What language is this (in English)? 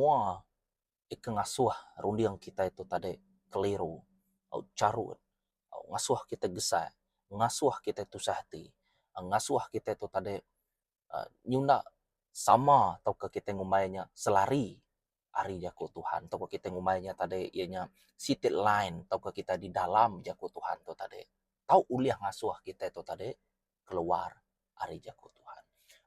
Iban